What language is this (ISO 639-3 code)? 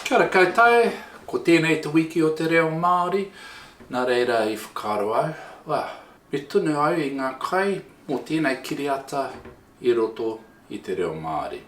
mri